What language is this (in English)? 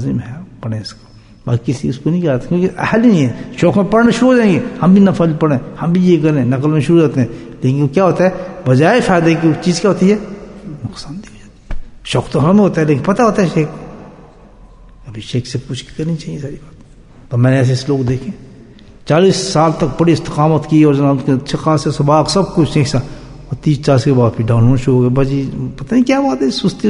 Urdu